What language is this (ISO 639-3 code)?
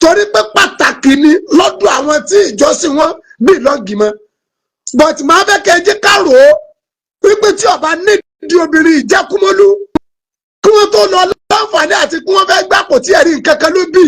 yor